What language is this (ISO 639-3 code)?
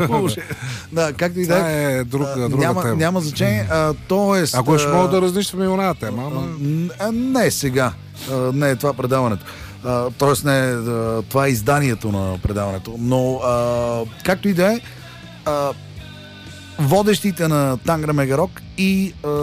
bul